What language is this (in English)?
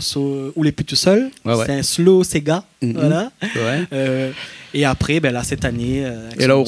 Réunion Creole French